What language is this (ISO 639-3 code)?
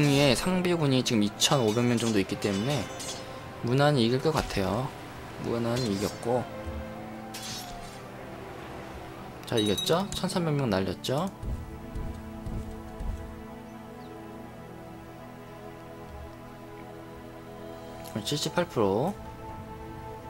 kor